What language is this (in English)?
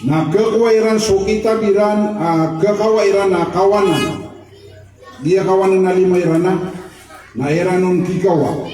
Maranao